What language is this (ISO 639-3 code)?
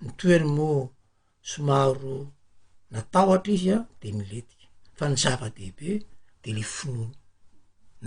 mlg